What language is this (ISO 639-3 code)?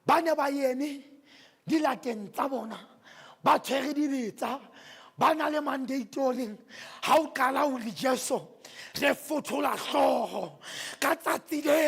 sot